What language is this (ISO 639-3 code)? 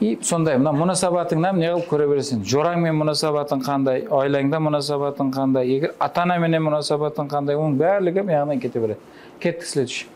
kaa